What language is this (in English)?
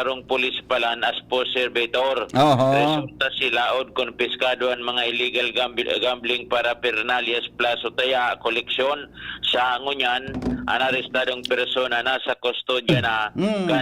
Bikol